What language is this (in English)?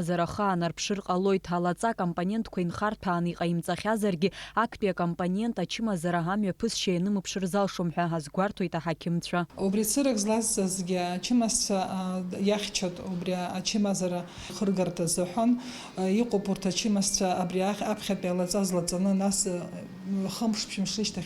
Abkhazian